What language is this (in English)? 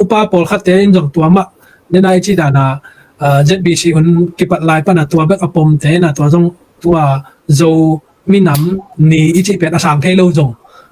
Tedim Chin